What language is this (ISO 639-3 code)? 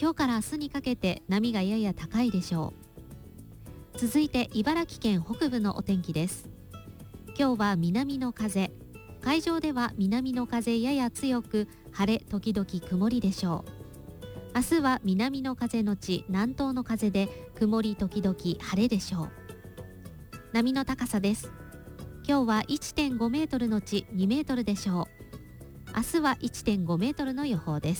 jpn